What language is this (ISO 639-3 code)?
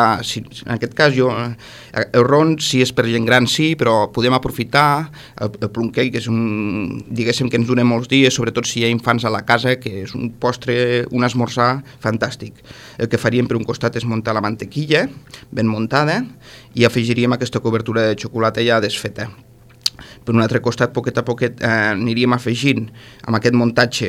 cat